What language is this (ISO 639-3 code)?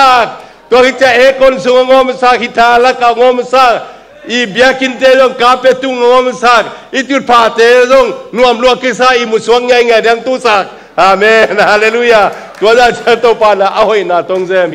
ctd